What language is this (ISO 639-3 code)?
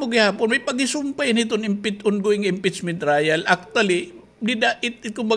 war